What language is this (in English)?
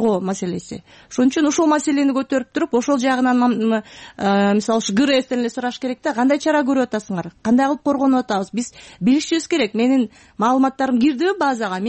Kyrgyz